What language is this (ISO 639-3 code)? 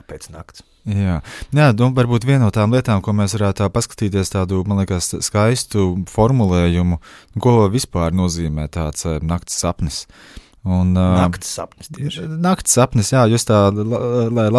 lav